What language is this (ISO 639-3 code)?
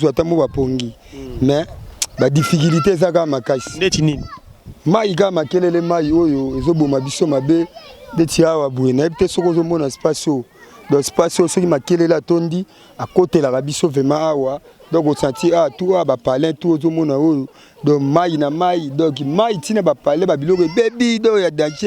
lin